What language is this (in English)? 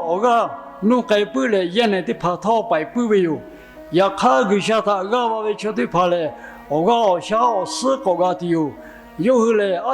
Lahu